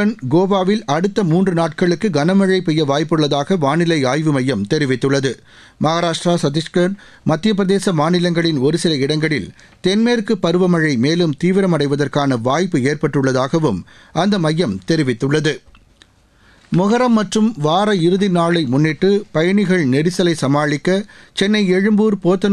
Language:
Tamil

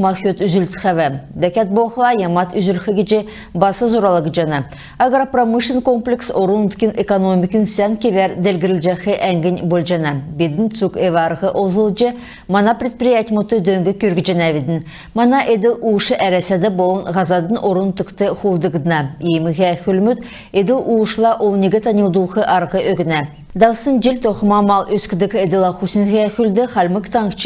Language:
Kalmyk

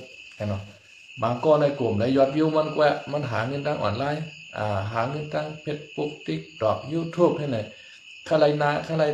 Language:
Shan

